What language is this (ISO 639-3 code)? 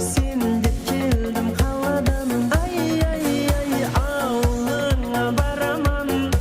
kaa